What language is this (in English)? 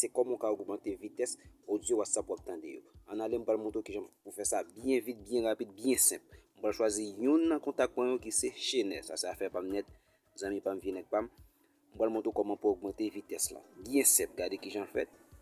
Haitian Creole